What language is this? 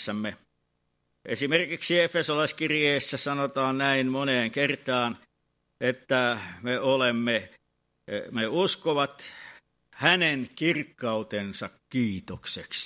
Finnish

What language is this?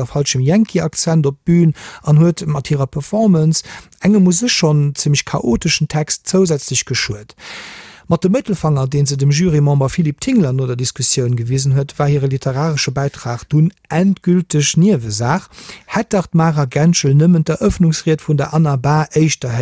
Luxembourgish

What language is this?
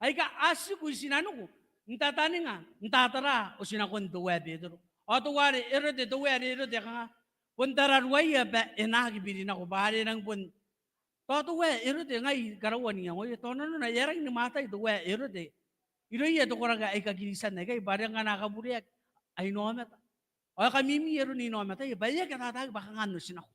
Gilbertese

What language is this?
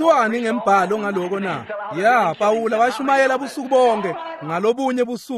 Swati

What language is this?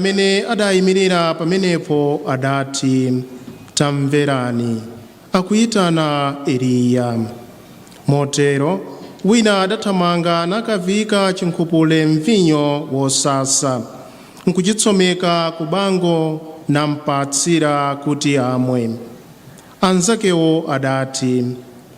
Nyanja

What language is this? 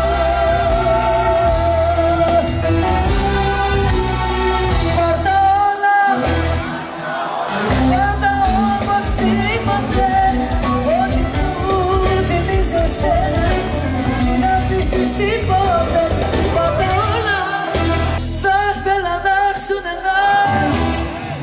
Greek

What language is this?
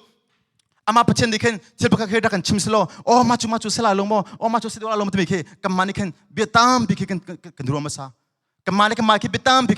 Hakha Chin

